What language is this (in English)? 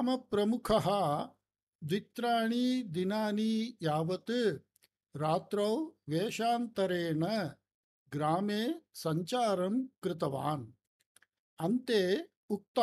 Sanskrit